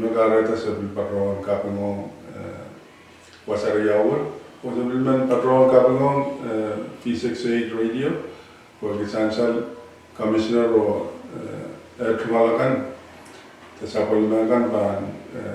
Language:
Pohnpeian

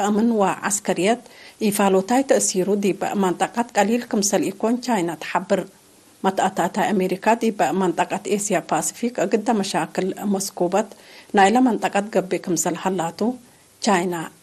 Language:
Tigre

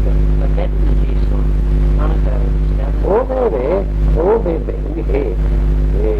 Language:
Manx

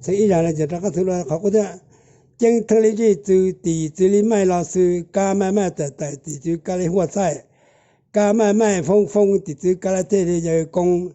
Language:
Hmong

